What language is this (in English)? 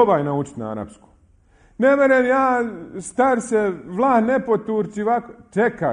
Bosnian